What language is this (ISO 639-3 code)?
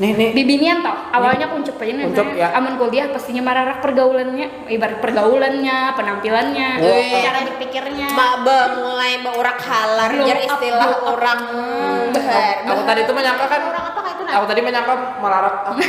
bjn